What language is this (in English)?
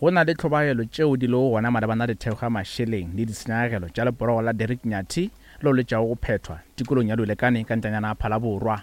Northern Sotho